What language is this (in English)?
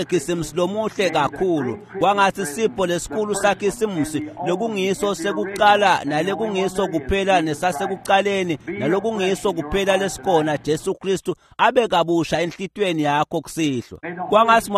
Swati